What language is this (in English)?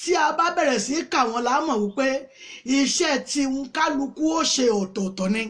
Yoruba